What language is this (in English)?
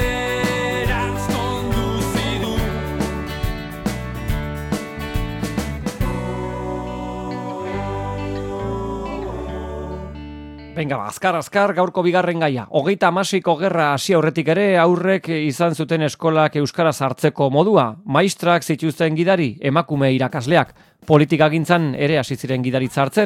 Basque